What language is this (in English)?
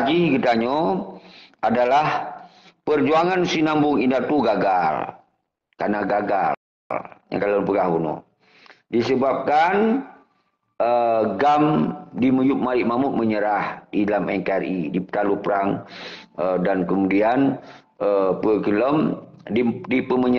Achinese